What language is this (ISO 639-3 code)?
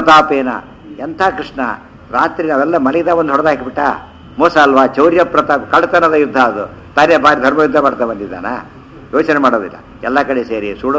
kan